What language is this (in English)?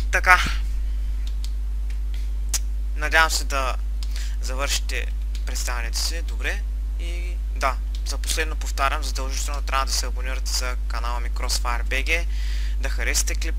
Bulgarian